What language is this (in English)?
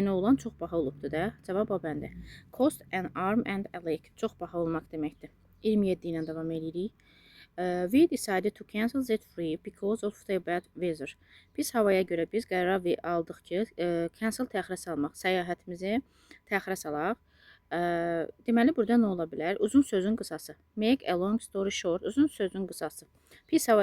Azerbaijani